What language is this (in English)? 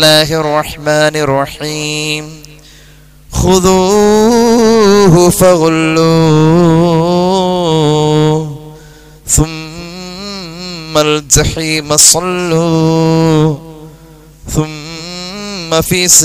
Malayalam